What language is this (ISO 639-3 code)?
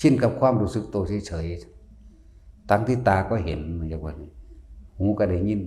tts